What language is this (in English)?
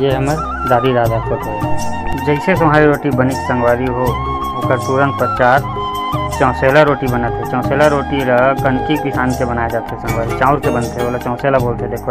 Chhattisgarhi